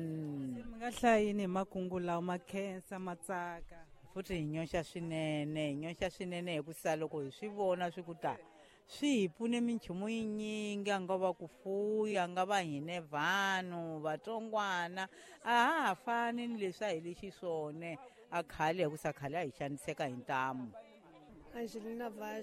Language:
Tsonga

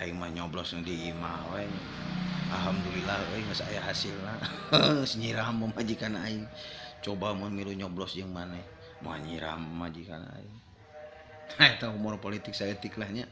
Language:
Sundanese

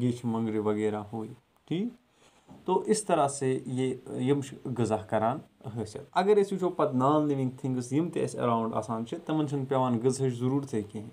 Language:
Kashmiri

